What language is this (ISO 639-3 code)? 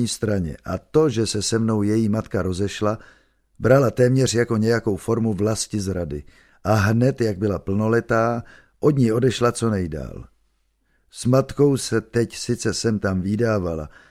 ces